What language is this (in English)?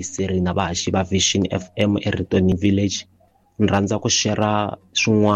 Tsonga